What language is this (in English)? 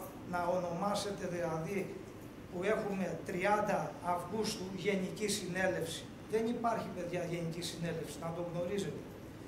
Greek